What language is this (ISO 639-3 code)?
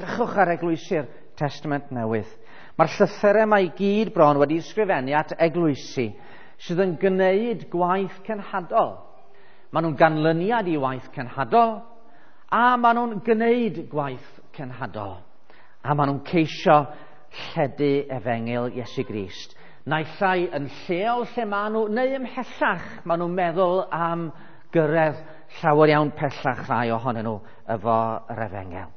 cym